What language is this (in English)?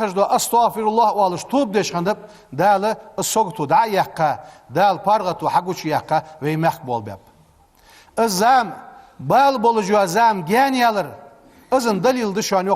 Ingush